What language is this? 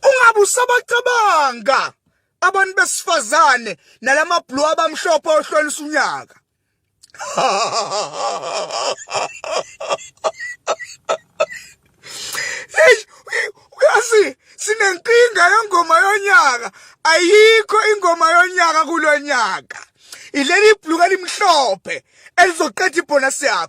Zulu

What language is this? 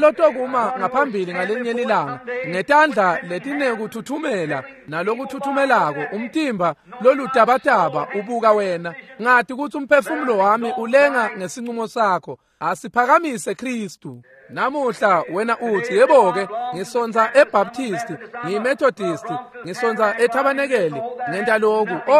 Swati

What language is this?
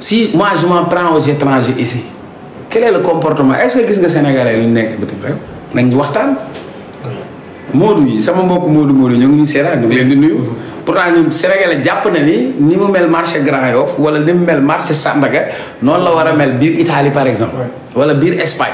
Wolof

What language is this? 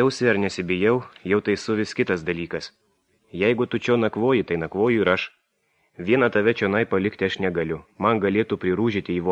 Lithuanian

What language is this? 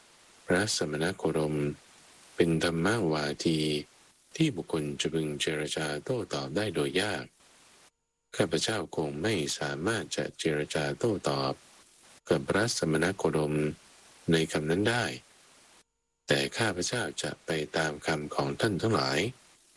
Thai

